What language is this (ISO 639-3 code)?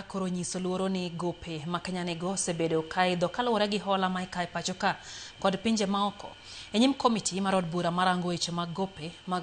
luo